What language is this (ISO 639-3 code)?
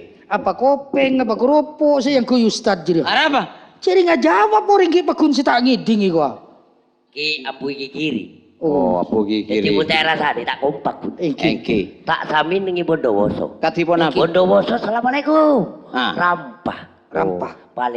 mad